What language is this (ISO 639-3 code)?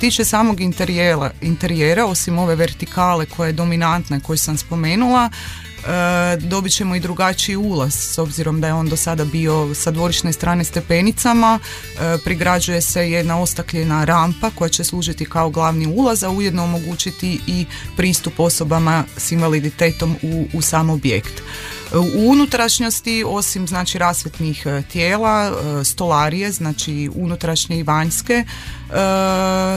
hrv